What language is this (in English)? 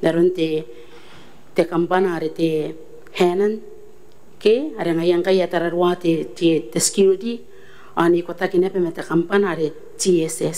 Gilbertese